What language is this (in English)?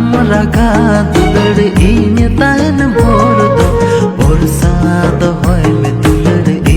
Santali